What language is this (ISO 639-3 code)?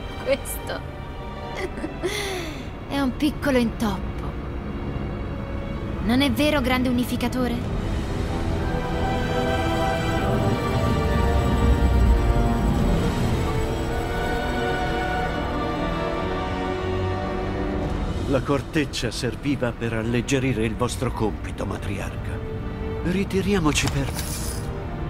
ita